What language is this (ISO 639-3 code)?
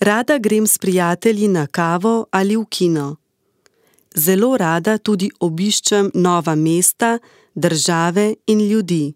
slv